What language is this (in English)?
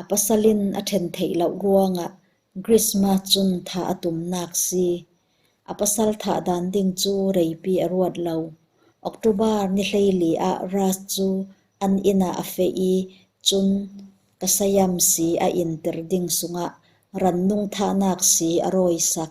Falam Chin